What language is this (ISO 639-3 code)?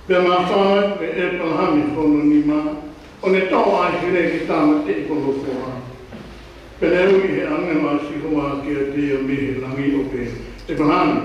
ton